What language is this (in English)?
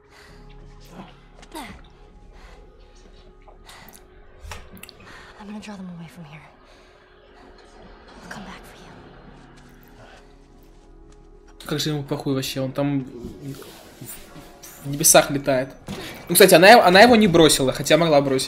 Russian